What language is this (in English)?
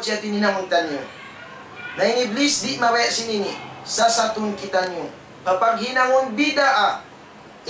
Tausug